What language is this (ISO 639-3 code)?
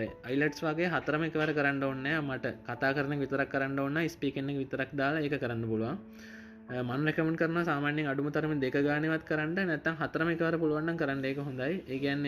sin